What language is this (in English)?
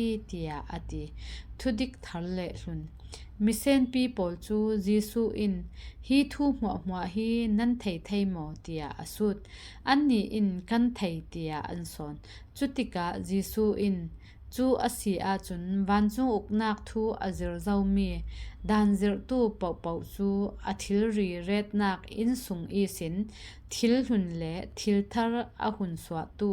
Falam Chin